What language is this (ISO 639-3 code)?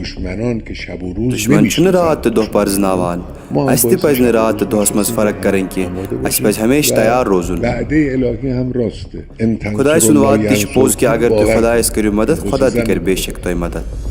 kas